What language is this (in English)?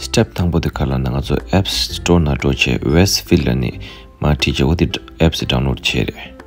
Tibetan